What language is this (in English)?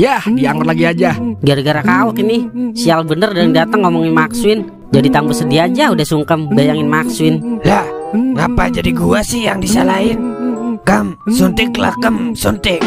Betawi